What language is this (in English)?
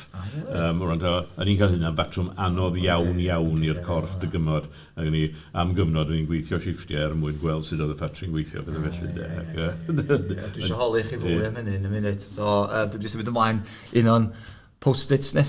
Welsh